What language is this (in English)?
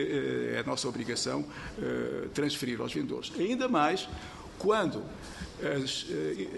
Portuguese